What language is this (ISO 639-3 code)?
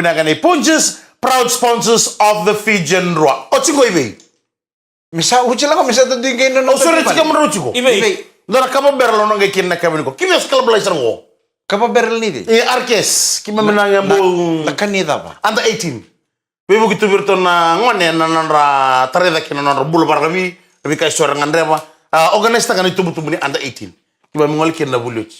fij